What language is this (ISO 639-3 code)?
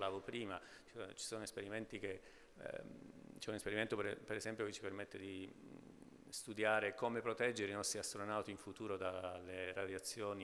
ita